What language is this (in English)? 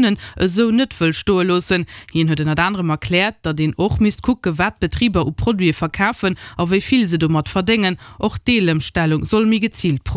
Luxembourgish